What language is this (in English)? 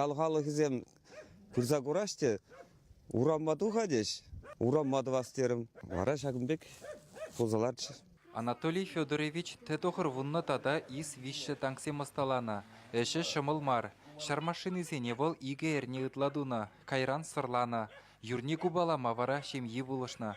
Chuvash